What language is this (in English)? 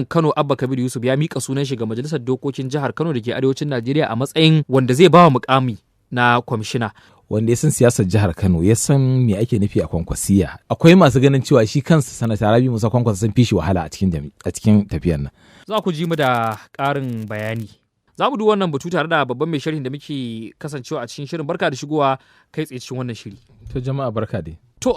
Hausa